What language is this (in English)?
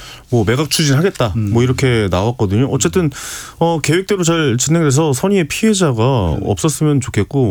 Korean